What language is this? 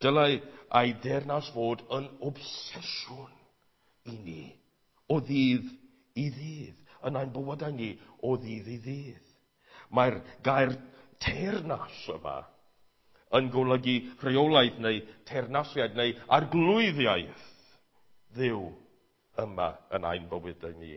Welsh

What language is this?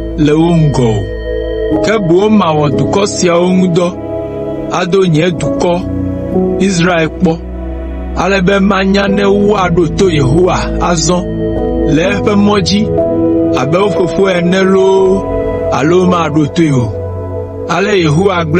Ewe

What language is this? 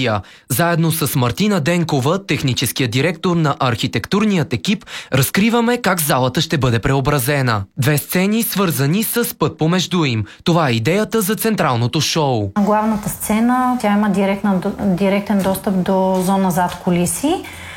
Bulgarian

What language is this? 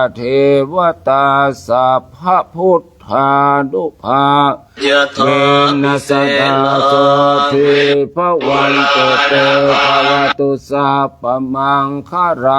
Pali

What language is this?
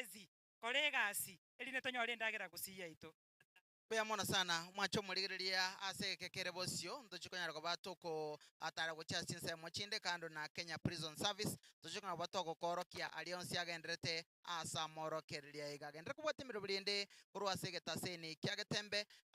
Gusii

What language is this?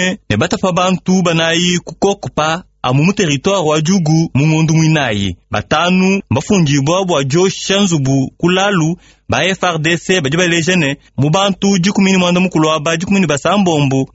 Luba-Lulua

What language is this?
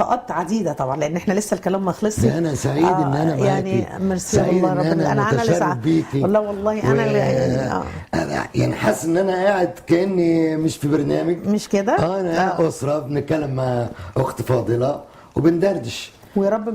Egyptian Arabic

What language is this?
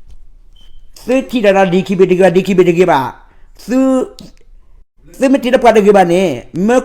S'gaw Karen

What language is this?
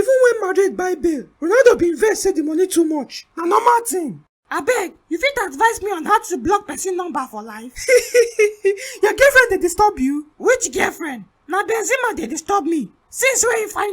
Nigerian Pidgin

